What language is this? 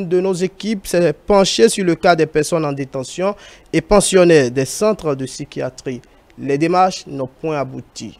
French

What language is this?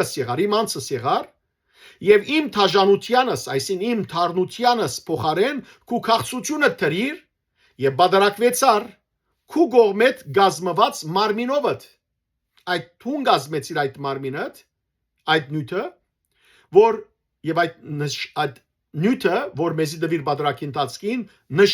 Western Armenian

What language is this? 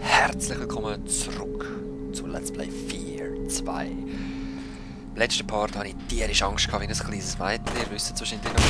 Swiss German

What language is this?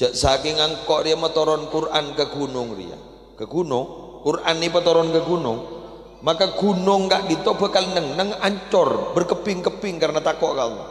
Madurese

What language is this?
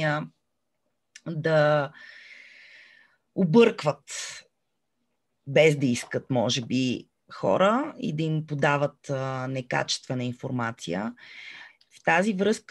Bulgarian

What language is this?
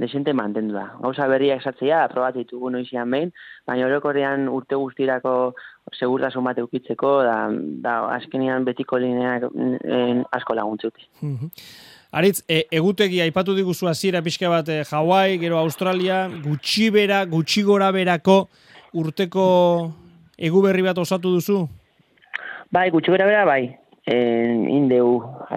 Basque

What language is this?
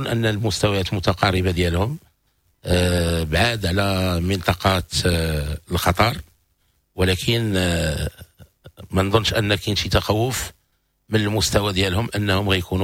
Moroccan Arabic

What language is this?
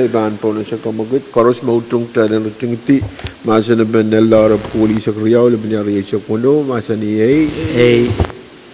Pohnpeian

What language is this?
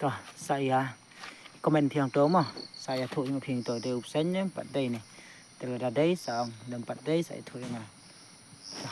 Khasi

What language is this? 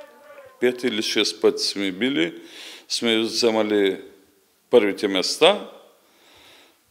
Bulgarian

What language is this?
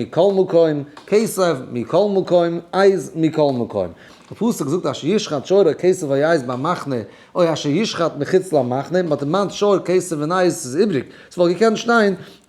Yiddish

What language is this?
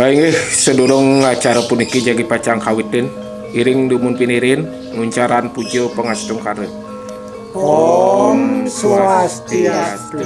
Balinese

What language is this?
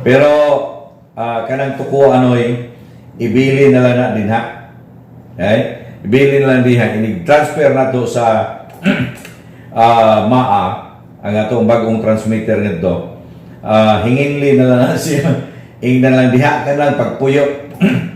Cebuano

